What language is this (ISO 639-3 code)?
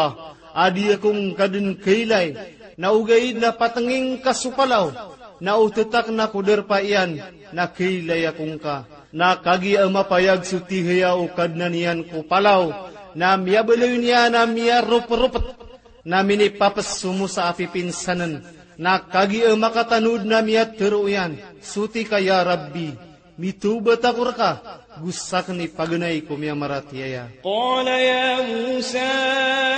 mrw